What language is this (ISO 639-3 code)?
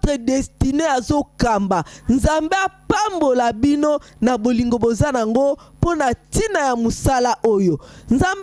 lin